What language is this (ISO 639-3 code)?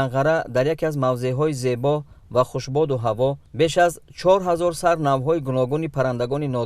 tgk